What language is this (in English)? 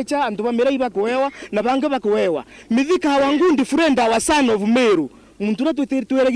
Meru